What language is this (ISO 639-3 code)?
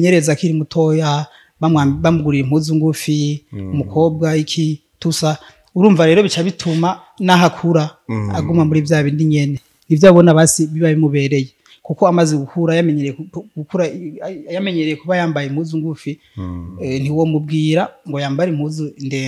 run